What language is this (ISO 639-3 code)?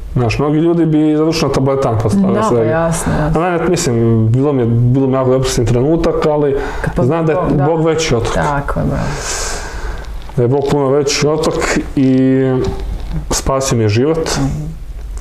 hrv